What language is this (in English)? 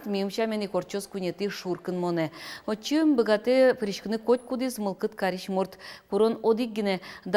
Udmurt